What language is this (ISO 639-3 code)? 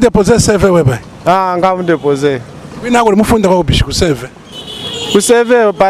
lua